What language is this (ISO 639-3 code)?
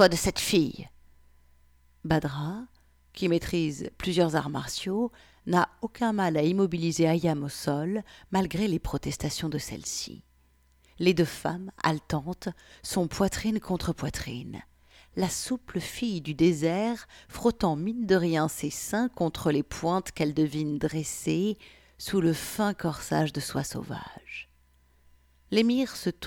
fra